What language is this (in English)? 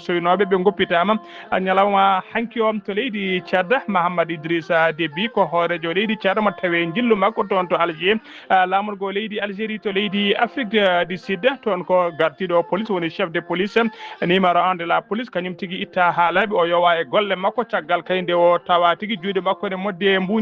Fula